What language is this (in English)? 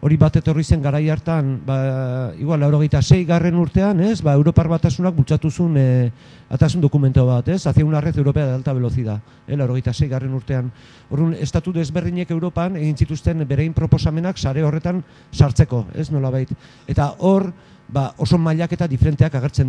Basque